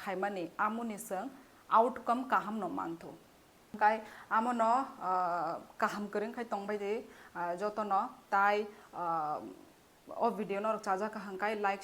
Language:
Kok Borok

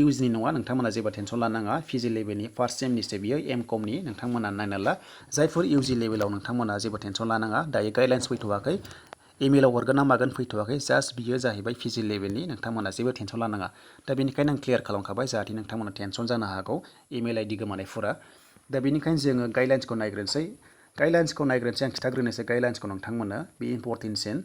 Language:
Bodo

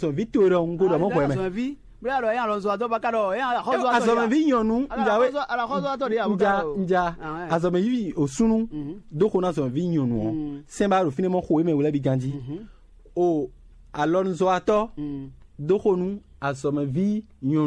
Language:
Fon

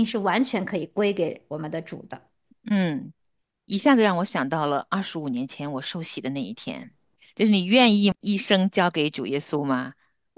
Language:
Chinese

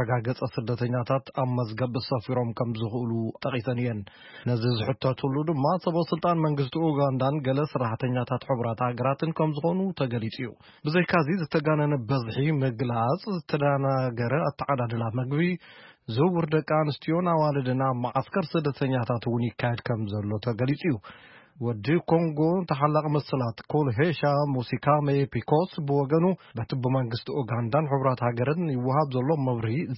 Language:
Tigrinya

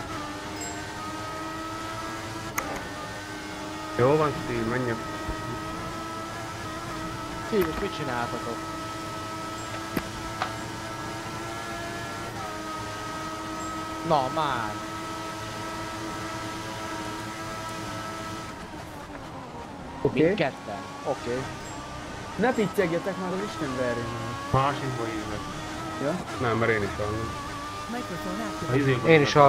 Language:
Hungarian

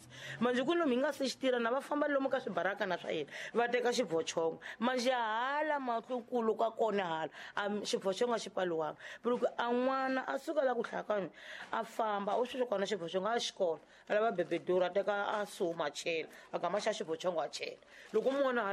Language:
Tsonga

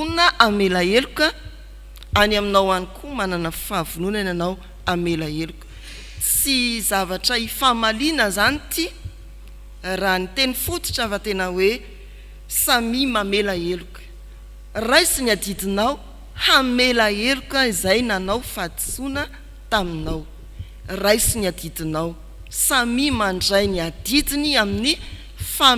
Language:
Malagasy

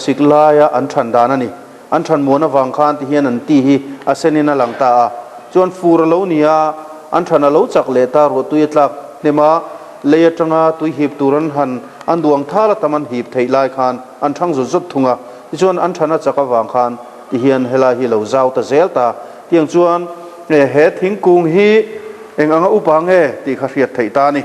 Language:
Mizo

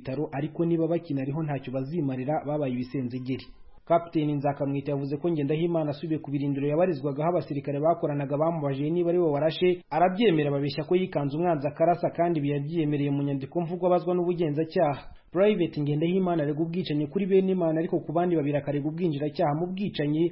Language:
Kinyarwanda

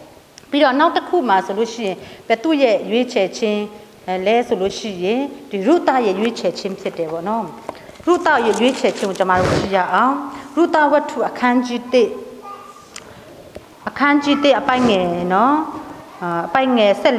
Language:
Burmese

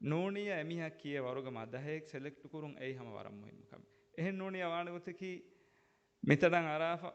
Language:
Divehi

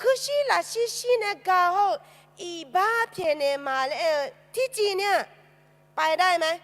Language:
Akha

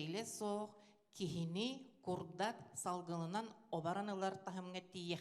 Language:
Yakut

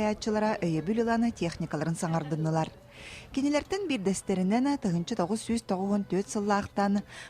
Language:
Yakut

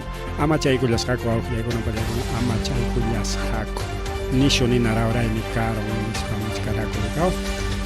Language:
Ayacucho Quechua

